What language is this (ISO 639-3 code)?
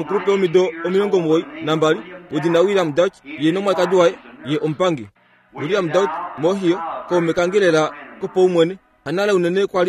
kua